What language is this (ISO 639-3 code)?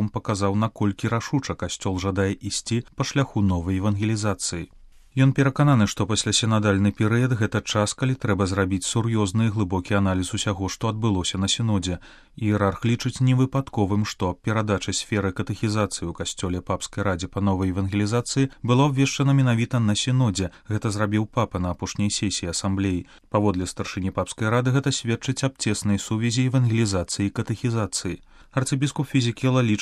bel